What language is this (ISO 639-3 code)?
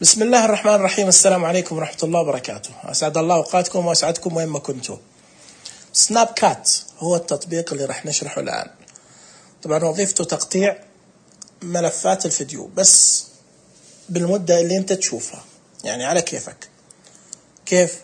ars